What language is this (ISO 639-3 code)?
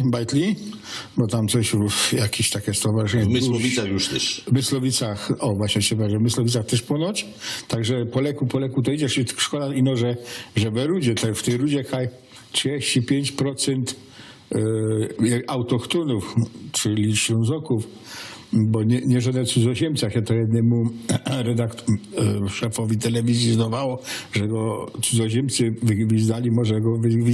szl